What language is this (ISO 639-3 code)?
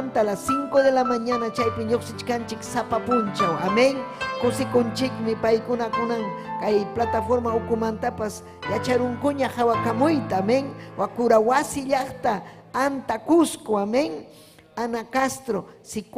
quy